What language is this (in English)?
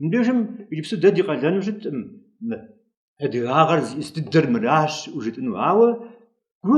Kabardian